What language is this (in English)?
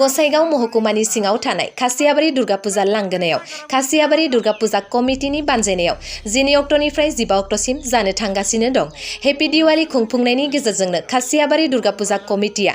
Bodo